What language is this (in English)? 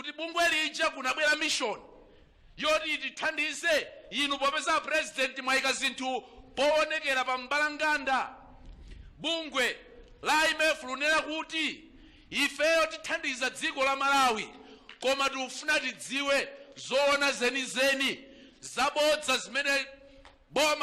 Nyanja